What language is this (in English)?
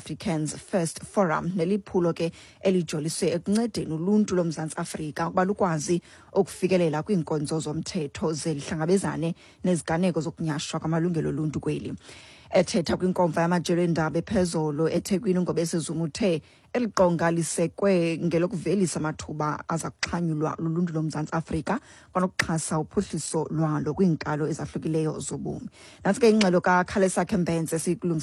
Xhosa